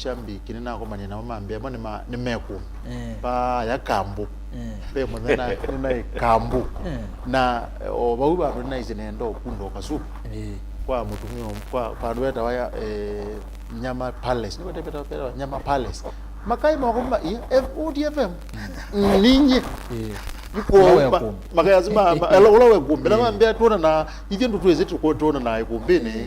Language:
Kamba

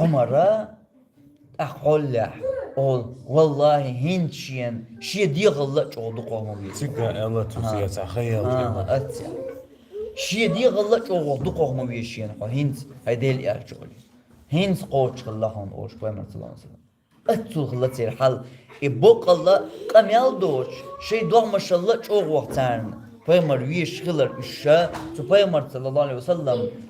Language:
Chechen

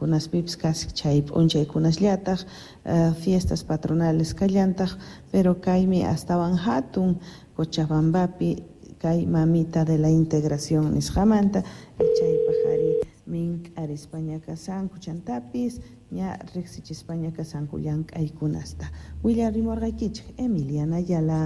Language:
Quechua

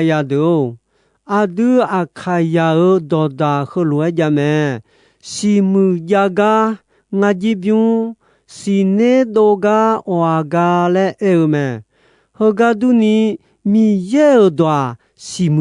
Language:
Akha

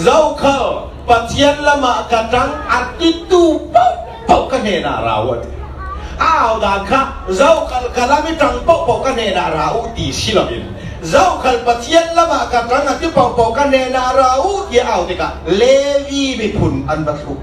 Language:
Falam Chin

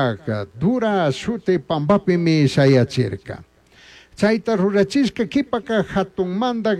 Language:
Chimborazo Highland Quichua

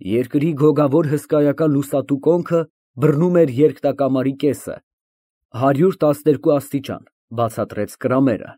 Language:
Armenian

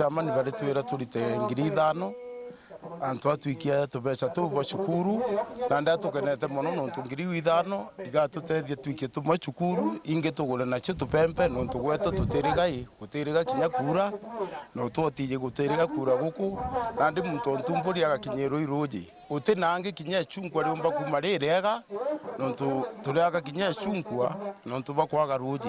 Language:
Meru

